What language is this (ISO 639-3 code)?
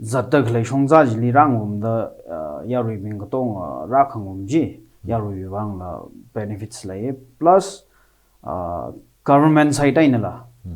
nmf